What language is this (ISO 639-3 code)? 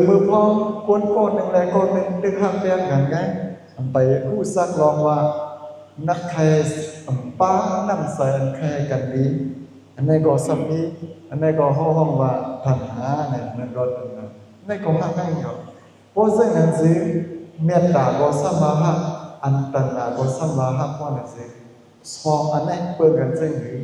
shn